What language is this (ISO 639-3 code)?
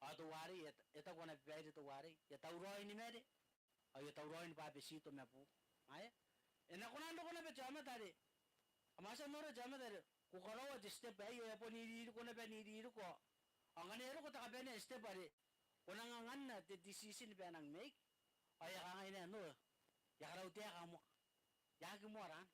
gil